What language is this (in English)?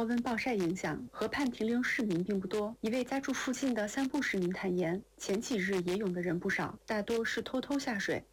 Chinese